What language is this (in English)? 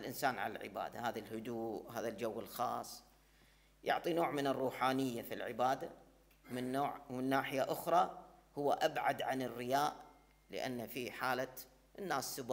Arabic